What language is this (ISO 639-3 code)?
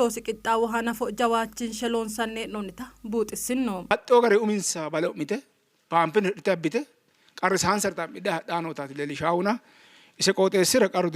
sid